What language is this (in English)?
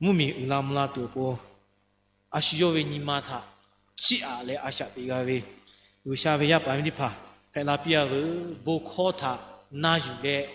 Lahu